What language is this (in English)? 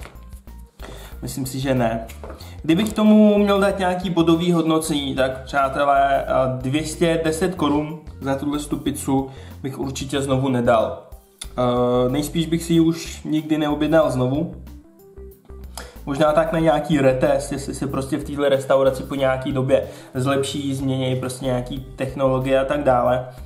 Czech